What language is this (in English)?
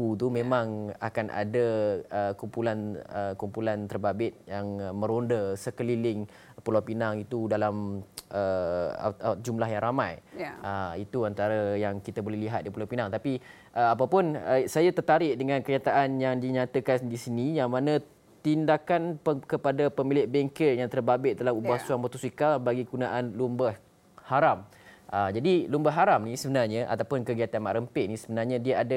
Malay